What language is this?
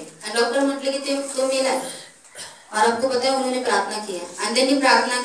Marathi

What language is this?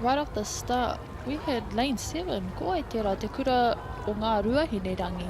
Māori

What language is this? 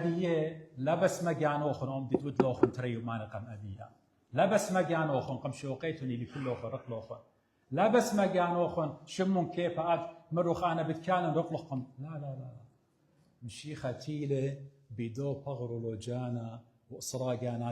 Assyrian Neo-Aramaic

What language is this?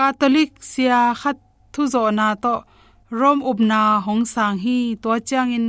Tedim Chin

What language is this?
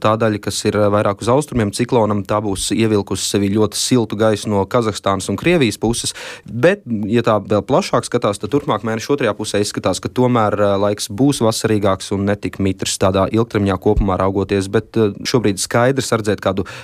Latvian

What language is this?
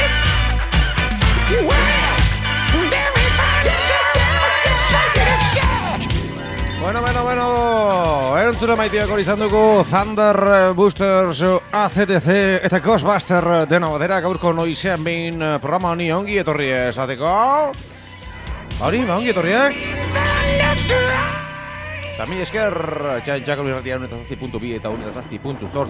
Basque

